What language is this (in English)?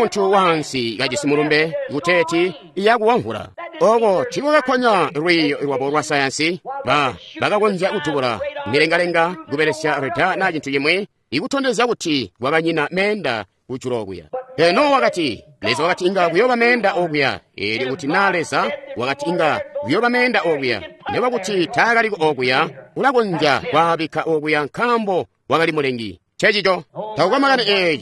Tonga (Zambia)